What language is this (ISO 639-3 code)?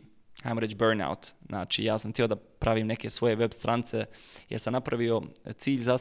bos